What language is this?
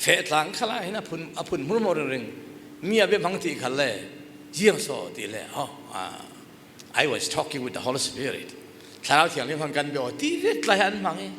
Falam Chin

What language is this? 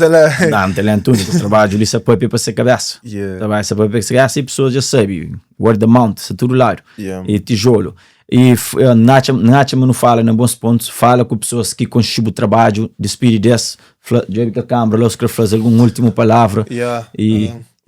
Kabuverdianu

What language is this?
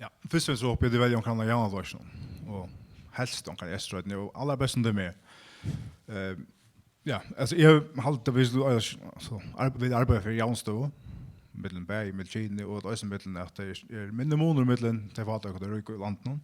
Faroese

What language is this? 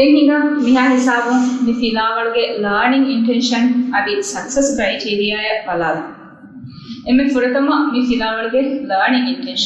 Divehi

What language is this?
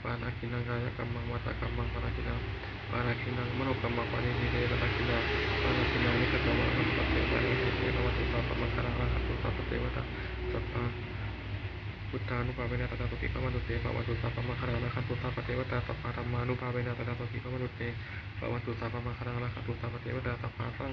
Pali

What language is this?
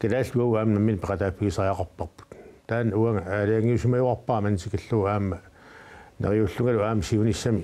Kalaallisut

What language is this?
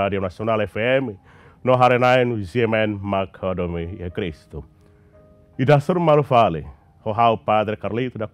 Tetum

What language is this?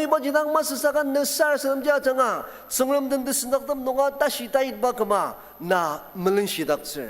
Ao Naga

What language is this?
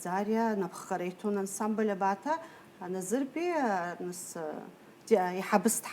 Abkhazian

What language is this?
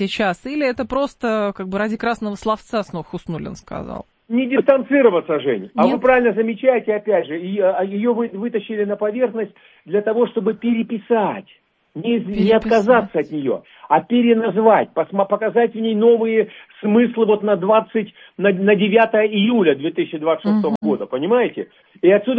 Russian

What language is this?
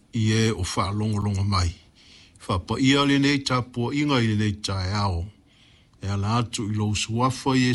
Samoan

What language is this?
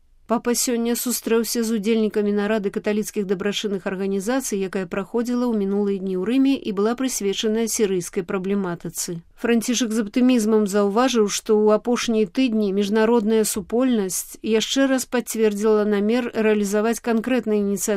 Belarusian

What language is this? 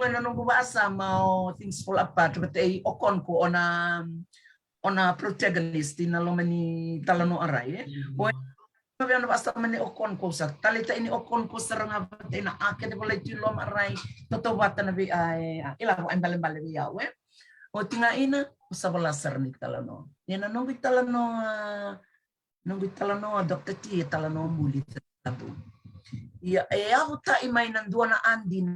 Fijian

